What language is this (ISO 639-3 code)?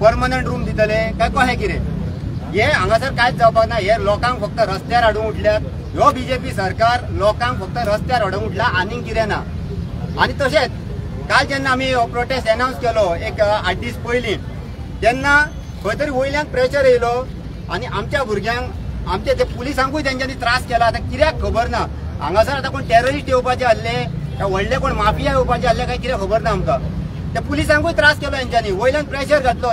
kok